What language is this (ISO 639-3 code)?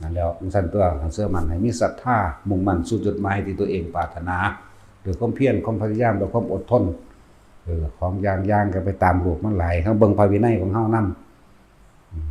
tts